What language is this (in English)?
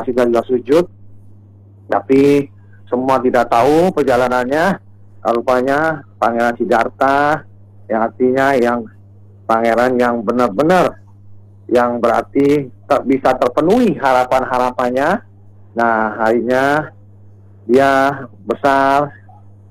Indonesian